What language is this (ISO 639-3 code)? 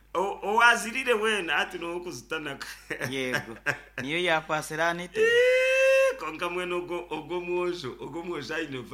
nyn